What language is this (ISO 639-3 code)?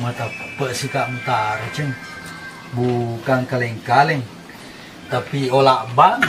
bug